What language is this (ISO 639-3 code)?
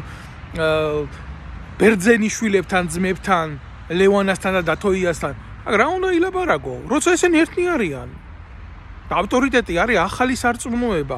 kat